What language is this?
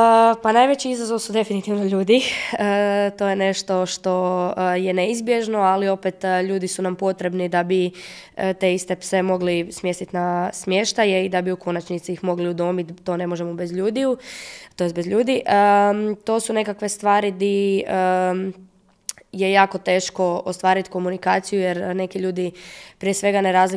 Croatian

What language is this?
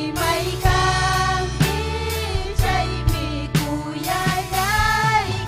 Ayacucho Quechua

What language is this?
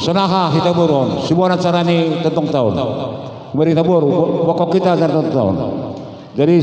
Batak Simalungun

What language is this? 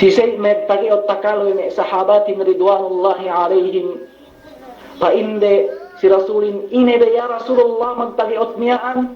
Yakan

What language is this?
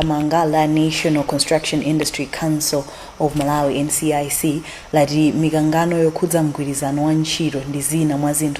Nyanja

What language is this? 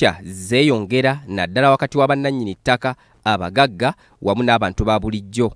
Ganda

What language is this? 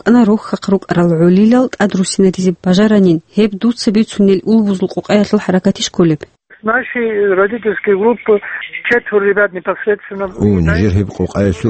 Avaric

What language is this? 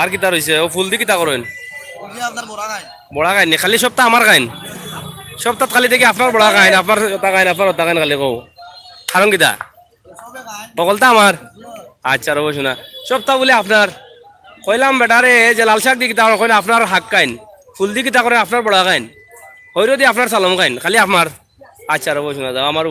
Sylheti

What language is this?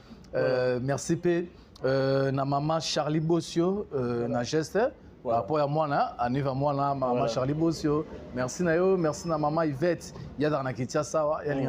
Lingala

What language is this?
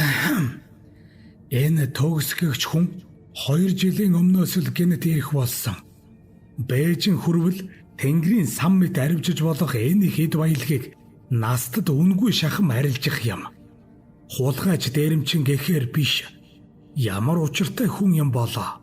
Mongolian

